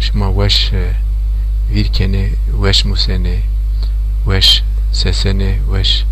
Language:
Zaza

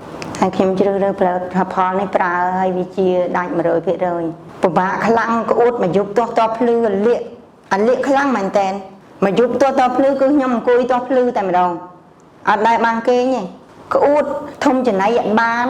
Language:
Khmer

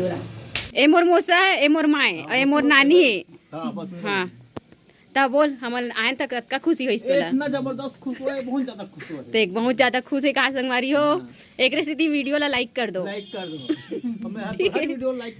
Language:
Chhattisgarhi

